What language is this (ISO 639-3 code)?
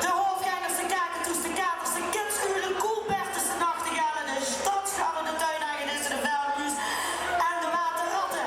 lim